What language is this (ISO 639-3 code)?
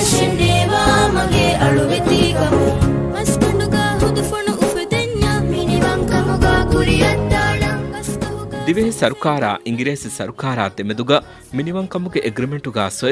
div